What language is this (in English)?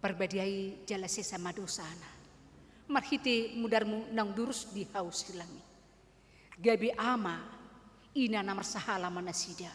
Batak Toba